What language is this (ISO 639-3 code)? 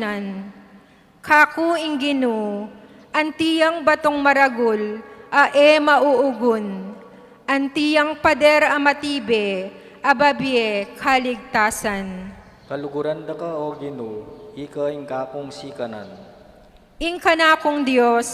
pam